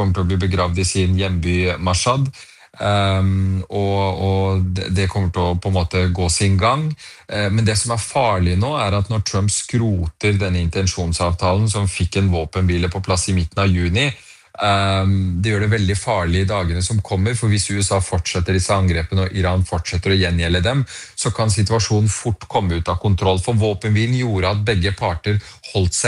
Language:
Norwegian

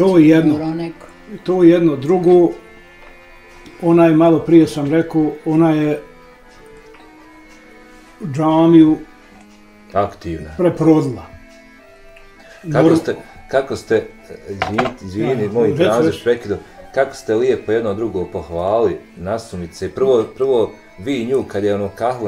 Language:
Bosnian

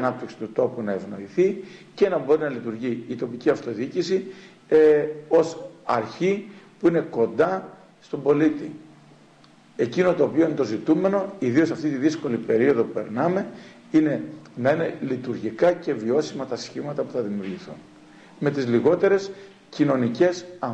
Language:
Greek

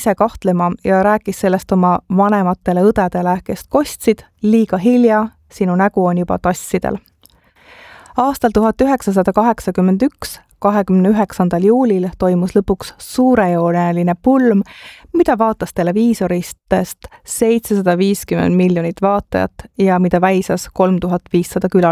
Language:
Estonian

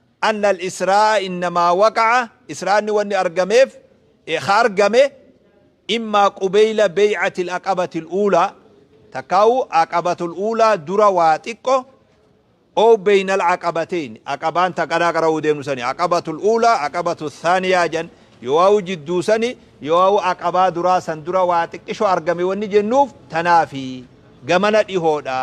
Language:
Oromo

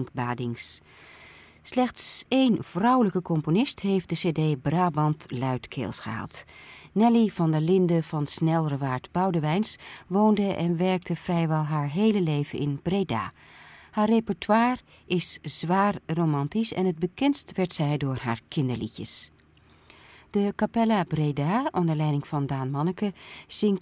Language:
Dutch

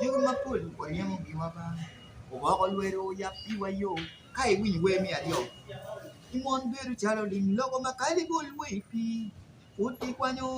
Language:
Acoli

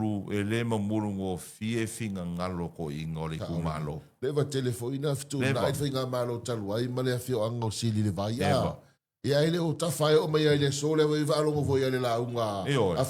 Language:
Samoan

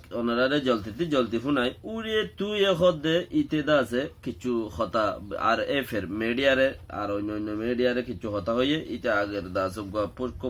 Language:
Rohingya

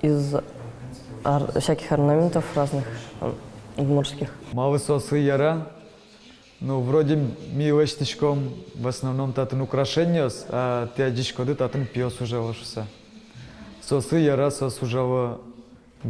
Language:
Udmurt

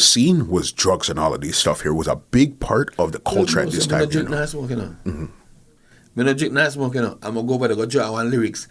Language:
Jamaican Creole English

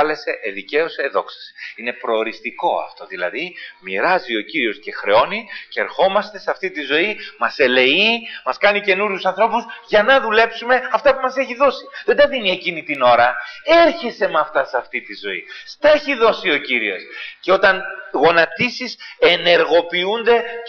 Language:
Greek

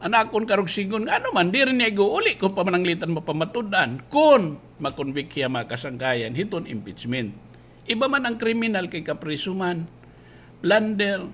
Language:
Waray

